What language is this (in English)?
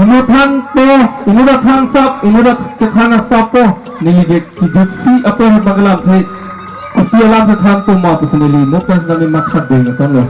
Karbi